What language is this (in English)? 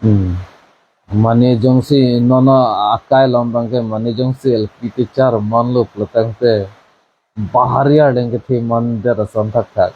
Karbi